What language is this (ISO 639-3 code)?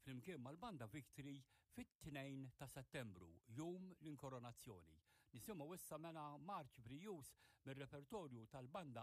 mlt